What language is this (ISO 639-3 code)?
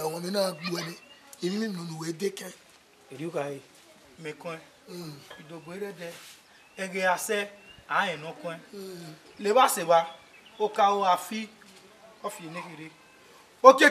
bin